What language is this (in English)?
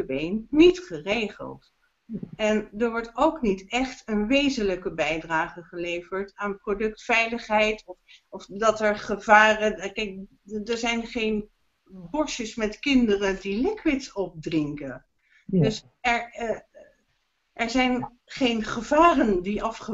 Dutch